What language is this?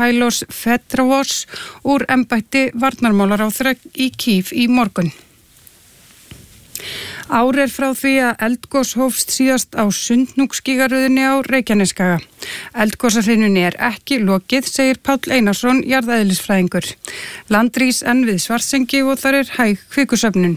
Icelandic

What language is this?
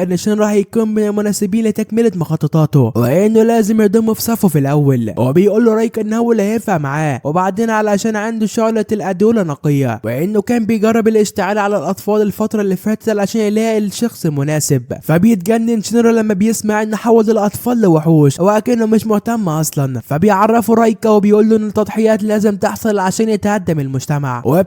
Egyptian Arabic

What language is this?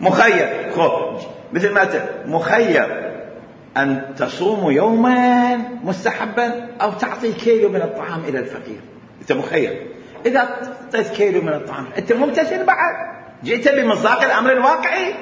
Mesopotamian Arabic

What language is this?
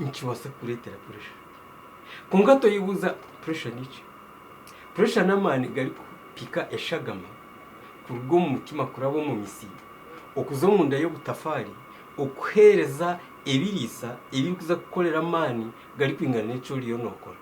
Nyankole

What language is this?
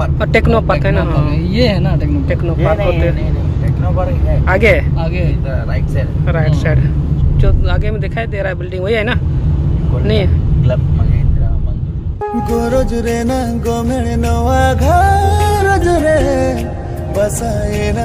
Santali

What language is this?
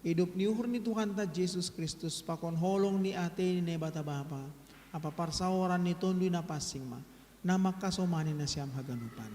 Batak Simalungun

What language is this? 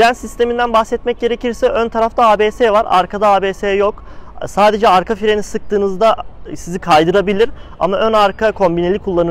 Turkish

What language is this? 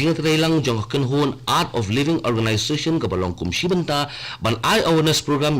Khasi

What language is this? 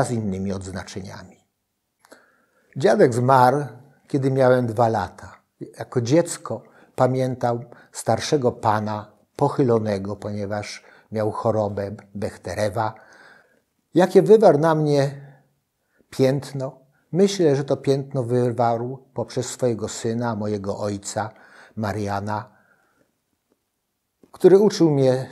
Polish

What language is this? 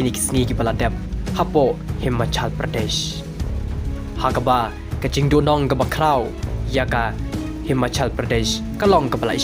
Khasi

